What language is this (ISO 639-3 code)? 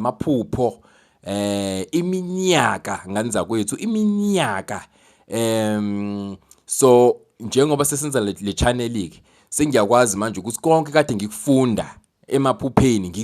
zul